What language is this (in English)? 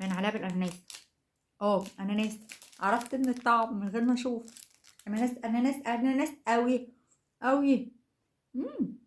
Egyptian Arabic